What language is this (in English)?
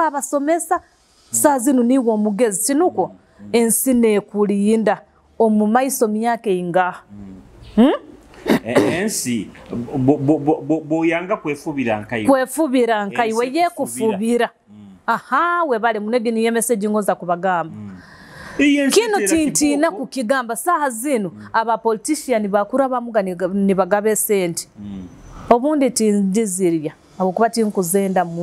Nyoro